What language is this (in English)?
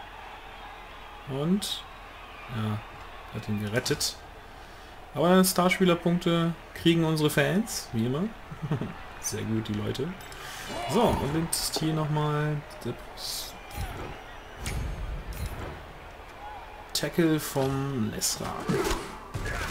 German